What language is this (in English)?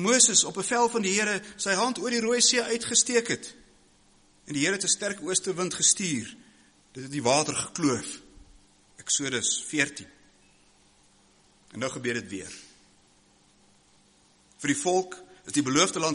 Afrikaans